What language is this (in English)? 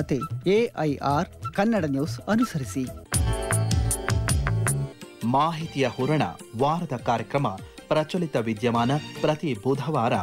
Kannada